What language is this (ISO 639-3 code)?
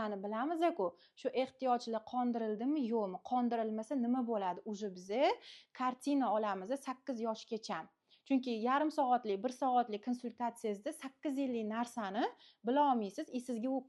uzb